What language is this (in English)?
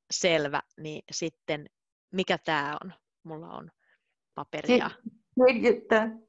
Finnish